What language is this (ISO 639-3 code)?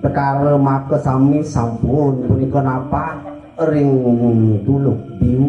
ban